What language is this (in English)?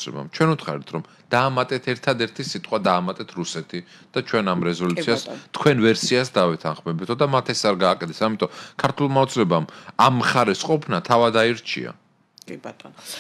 Georgian